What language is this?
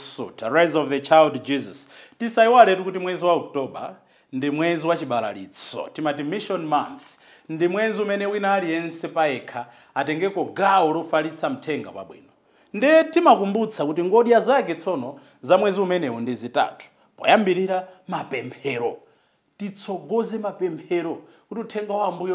Nyanja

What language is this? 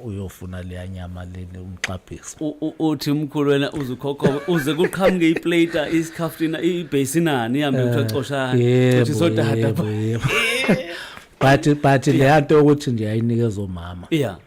Zulu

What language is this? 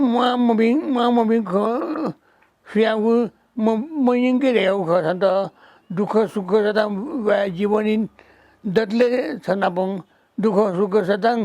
Newari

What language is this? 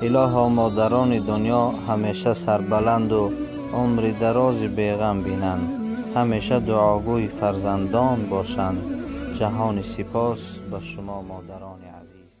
Tajik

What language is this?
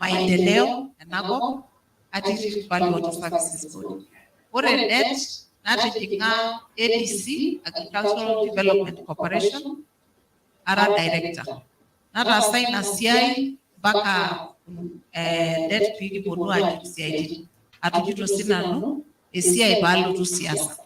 Masai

